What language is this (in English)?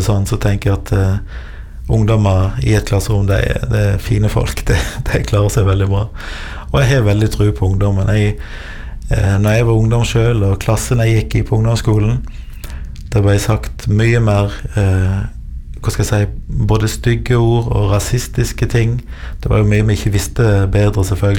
Norwegian